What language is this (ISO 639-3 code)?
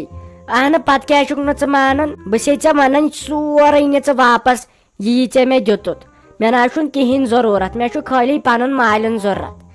kas